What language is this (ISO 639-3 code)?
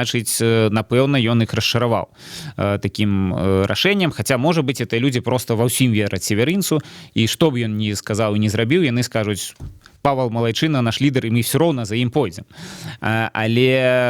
bel